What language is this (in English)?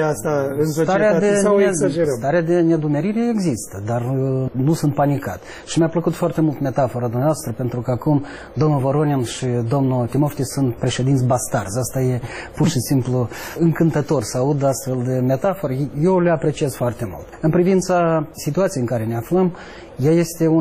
Romanian